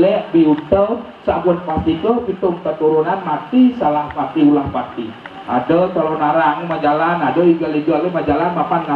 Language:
Balinese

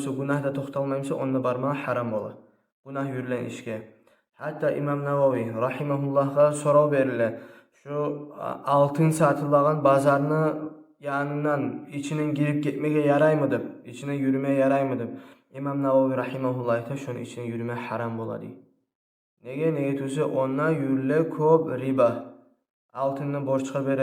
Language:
Kumyk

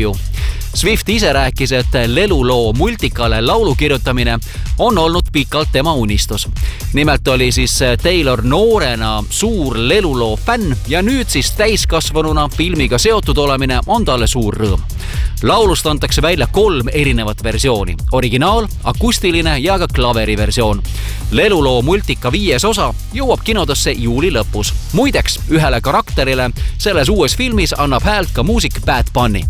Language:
Estonian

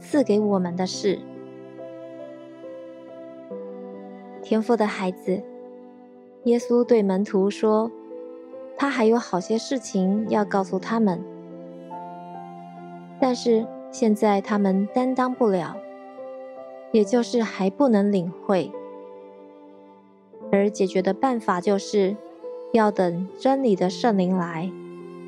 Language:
Chinese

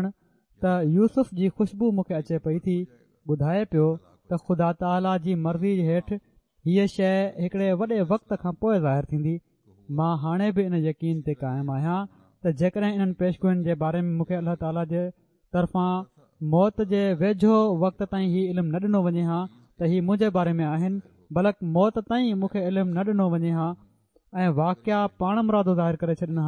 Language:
Sindhi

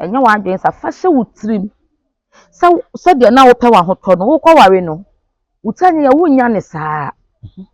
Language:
Akan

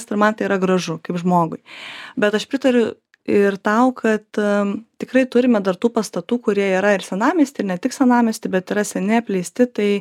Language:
Lithuanian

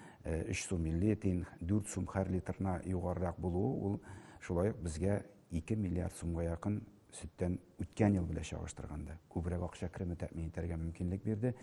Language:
Tatar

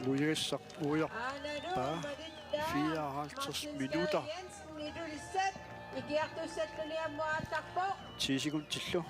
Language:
Kalaallisut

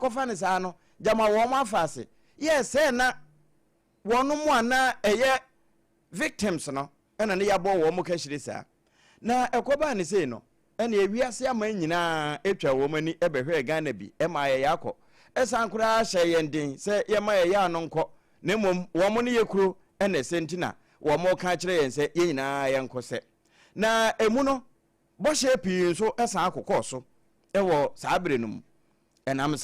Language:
Akan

